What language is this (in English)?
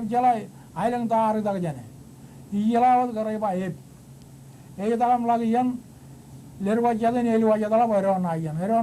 Marshallese